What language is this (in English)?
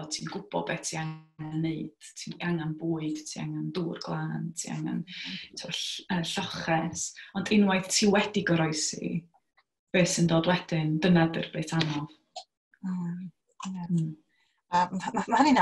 Welsh